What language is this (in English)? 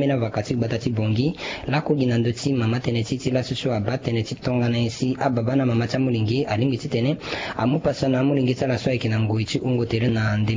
Sango